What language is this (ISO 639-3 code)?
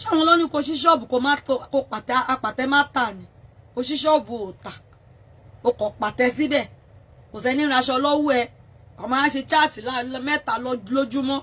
yor